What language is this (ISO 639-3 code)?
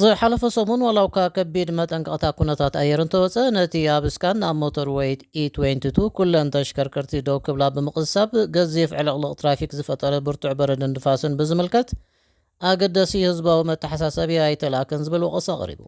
tir